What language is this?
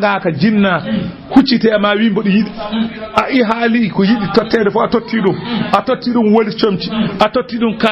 Fula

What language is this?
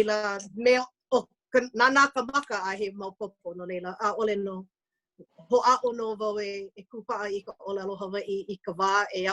Hawaiian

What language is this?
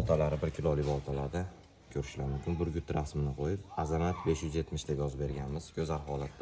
Uzbek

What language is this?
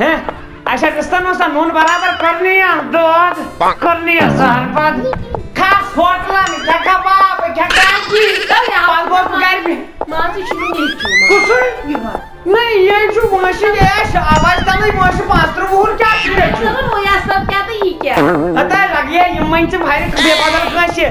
Kashmiri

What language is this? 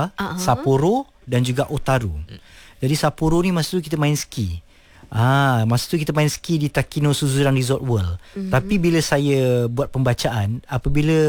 Malay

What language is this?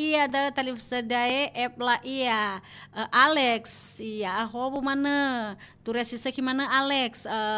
Nias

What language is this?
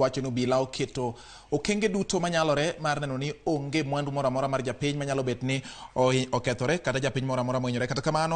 Luo (Kenya and Tanzania)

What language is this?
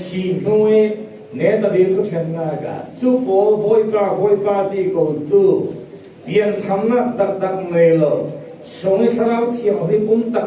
Falam Chin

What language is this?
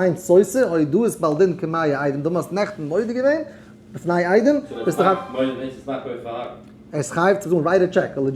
Yiddish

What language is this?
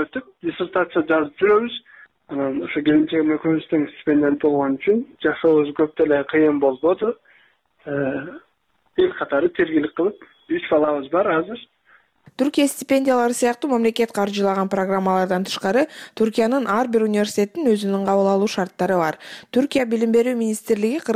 Kyrgyz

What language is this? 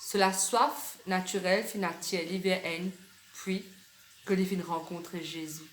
Morisyen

